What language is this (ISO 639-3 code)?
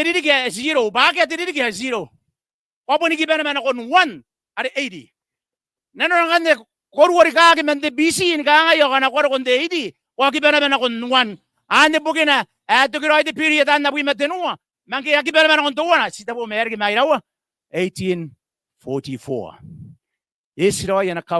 gil